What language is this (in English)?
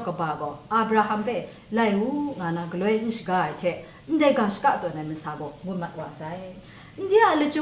Kachin